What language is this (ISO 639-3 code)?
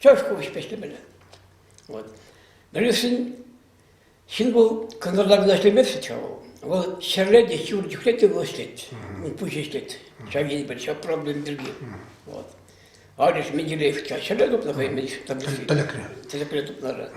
chv